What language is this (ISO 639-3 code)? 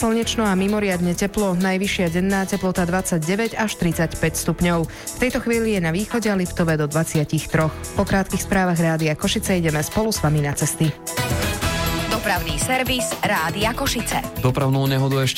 slk